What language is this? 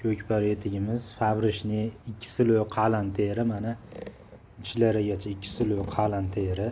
Uzbek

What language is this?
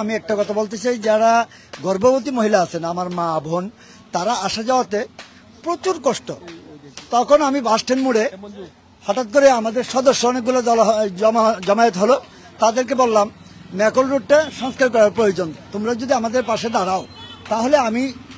Bangla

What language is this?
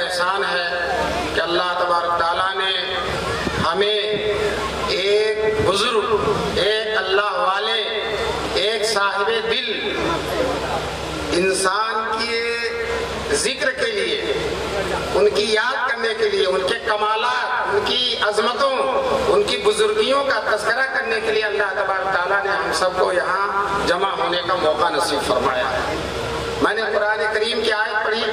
Urdu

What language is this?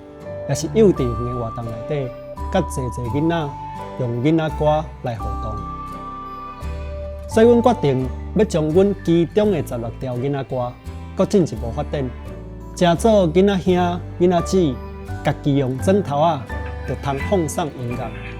Min Nan Chinese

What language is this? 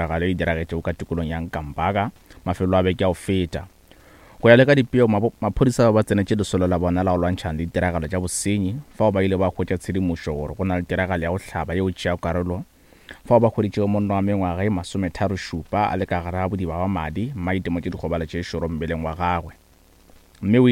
Northern Sotho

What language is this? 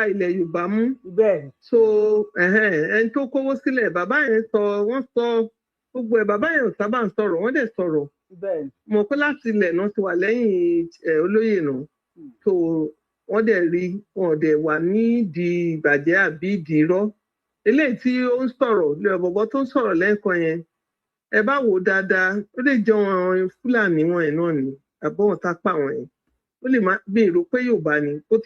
Yoruba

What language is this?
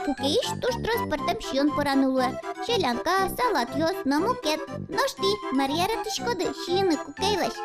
Udmurt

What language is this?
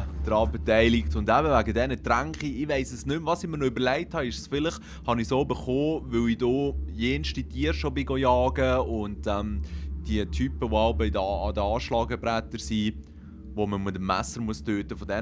Swiss German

